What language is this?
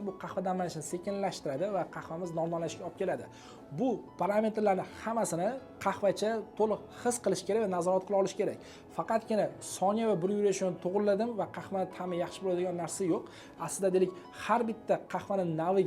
Uzbek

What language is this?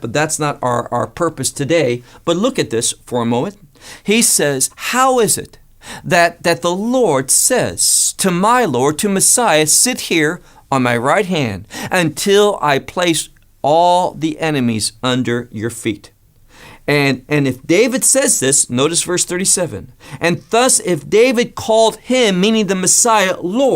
English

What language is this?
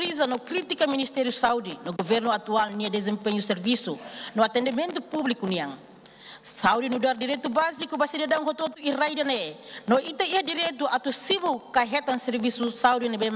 Tetum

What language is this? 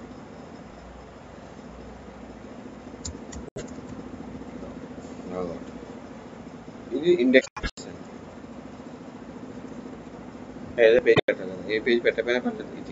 Telugu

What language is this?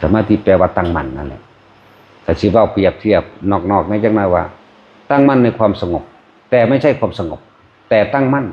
Northeastern Thai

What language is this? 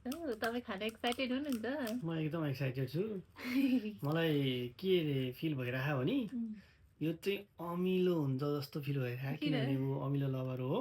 Nepali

